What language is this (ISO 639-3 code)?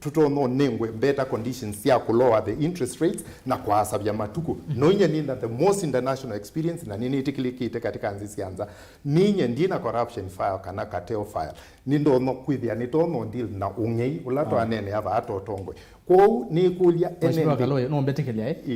kam